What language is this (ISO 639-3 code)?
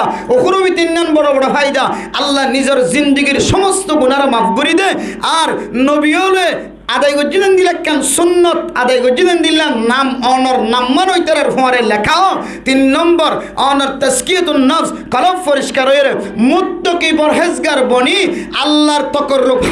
rhg